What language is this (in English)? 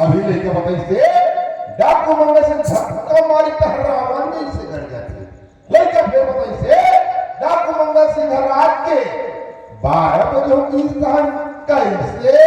Chhattisgarhi